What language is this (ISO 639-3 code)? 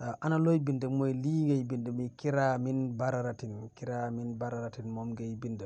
wol